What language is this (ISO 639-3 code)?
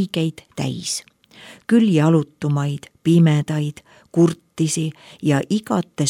est